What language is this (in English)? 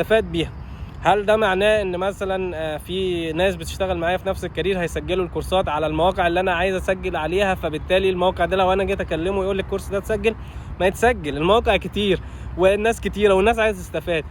Egyptian Arabic